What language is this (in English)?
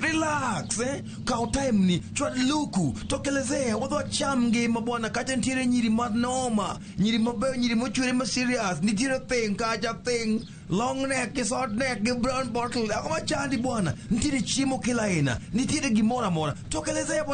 Luo (Kenya and Tanzania)